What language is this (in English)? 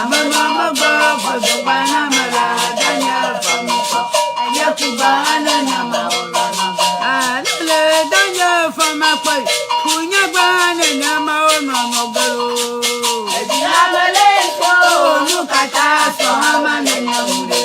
Ewe